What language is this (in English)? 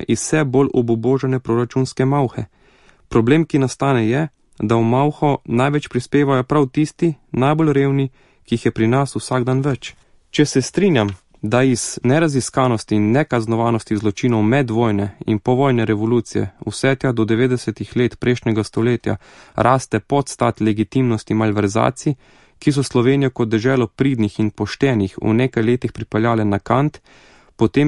Slovenian